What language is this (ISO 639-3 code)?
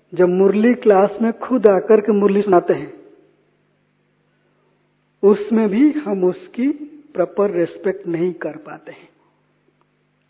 hin